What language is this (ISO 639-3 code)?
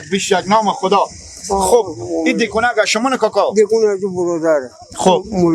fas